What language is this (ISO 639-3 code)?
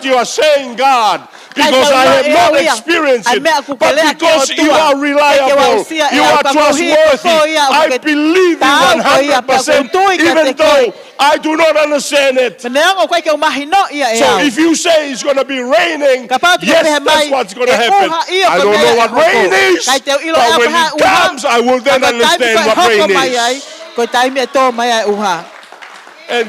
ton